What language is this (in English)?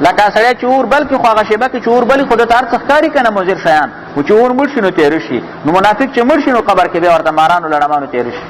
Pashto